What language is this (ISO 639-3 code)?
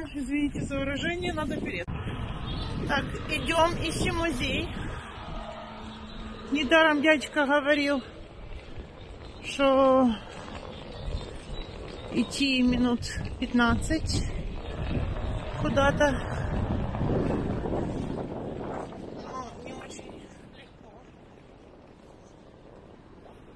rus